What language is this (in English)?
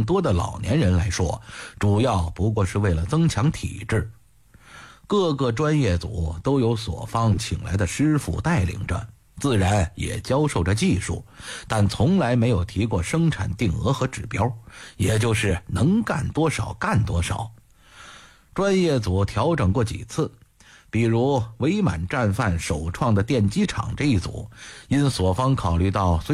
Chinese